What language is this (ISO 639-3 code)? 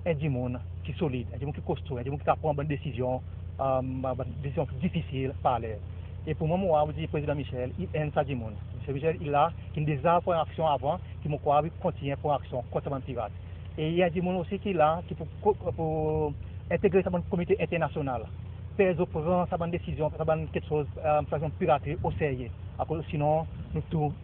crs